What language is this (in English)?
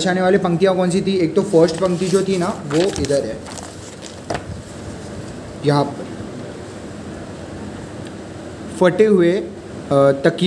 Hindi